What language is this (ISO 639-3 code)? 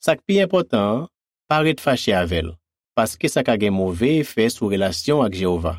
hat